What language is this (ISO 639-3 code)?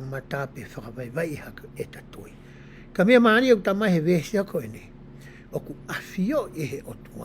ton